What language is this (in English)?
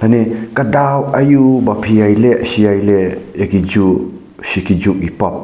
Khasi